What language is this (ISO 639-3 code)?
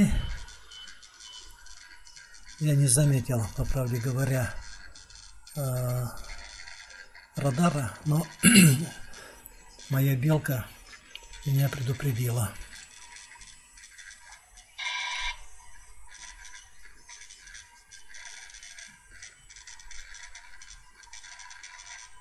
rus